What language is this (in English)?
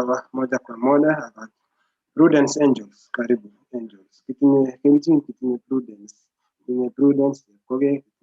Kalenjin